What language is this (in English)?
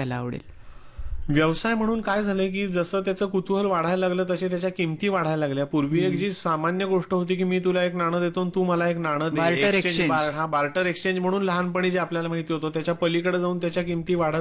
Marathi